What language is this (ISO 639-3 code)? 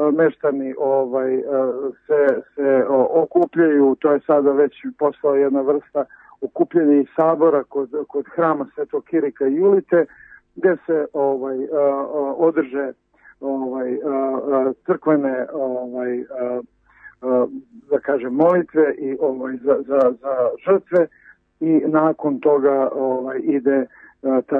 srp